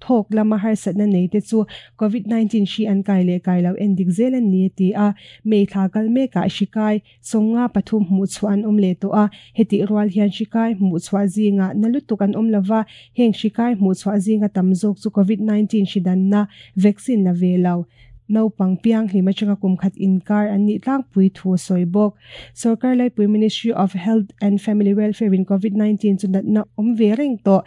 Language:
Mizo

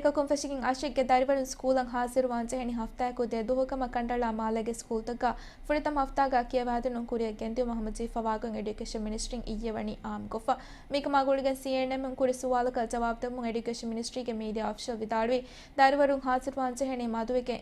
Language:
Divehi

